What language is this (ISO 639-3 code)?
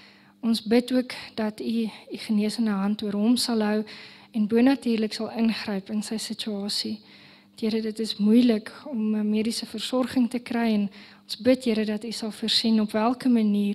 afr